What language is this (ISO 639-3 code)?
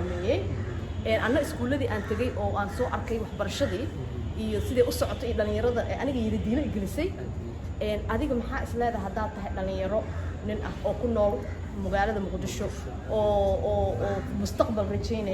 som